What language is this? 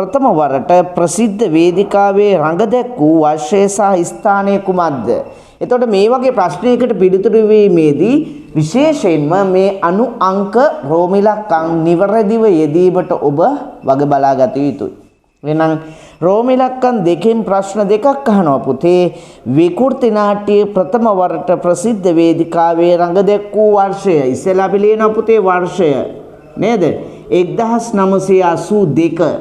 Sinhala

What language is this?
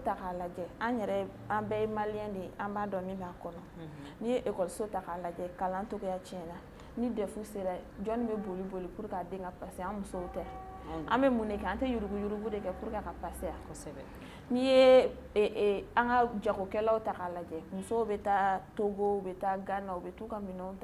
Bambara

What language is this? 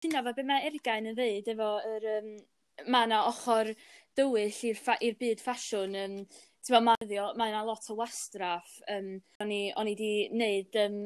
Welsh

